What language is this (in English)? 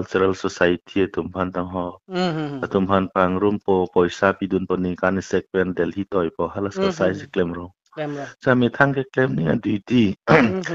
Karbi